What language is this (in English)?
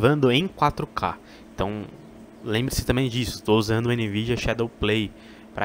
Portuguese